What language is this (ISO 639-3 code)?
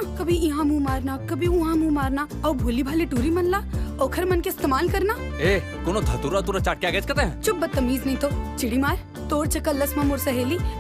hne